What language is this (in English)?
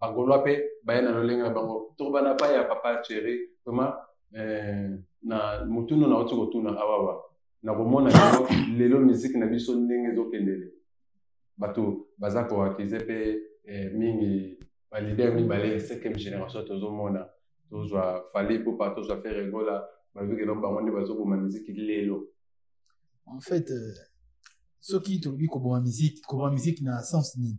Lingala